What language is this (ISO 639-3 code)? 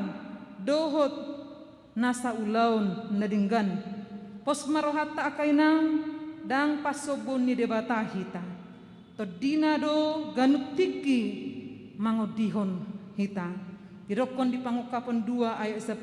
bbc